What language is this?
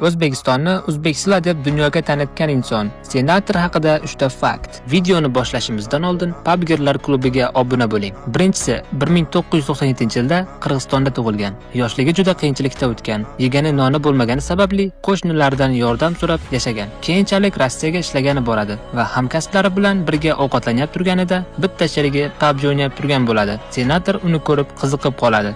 Uzbek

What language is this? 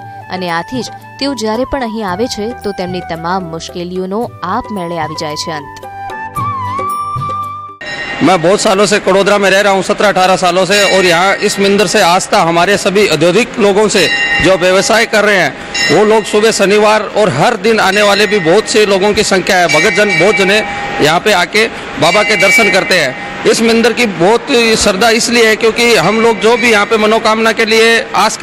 Gujarati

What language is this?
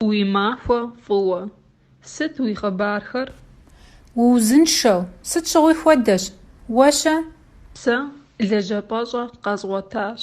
Kabardian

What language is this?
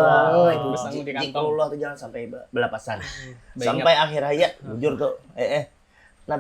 Banjar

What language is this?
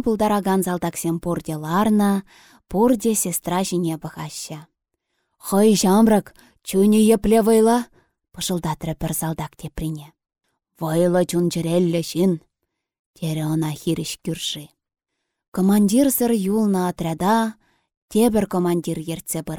Chuvash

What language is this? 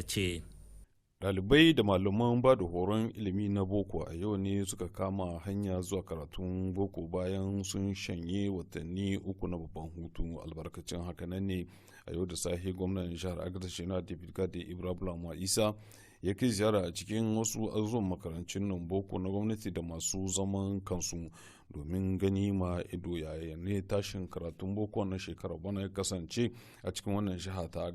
Hausa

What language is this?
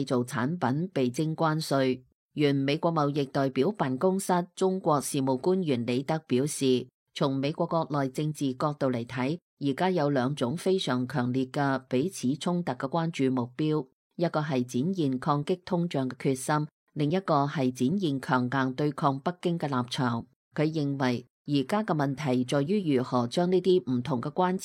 Cantonese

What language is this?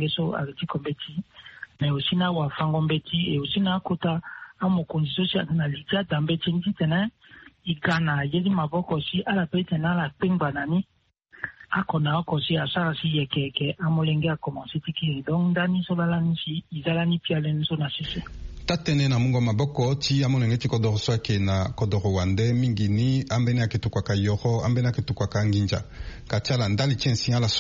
Sango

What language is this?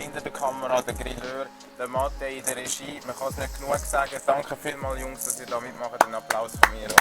Swiss German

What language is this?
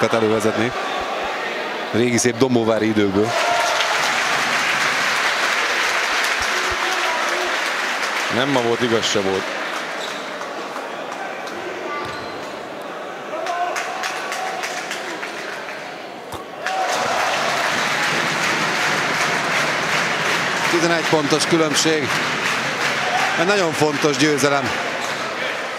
Hungarian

